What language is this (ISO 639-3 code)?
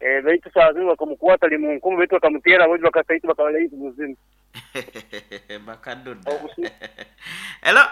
nyo